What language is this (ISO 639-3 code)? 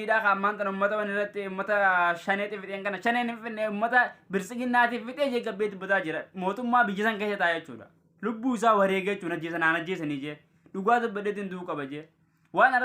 orm